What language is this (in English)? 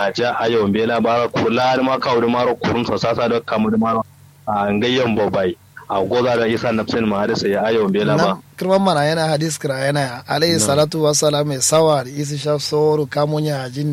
Kanuri